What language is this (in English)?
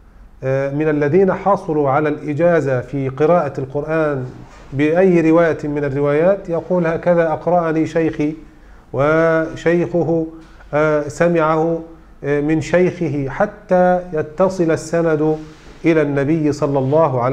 Arabic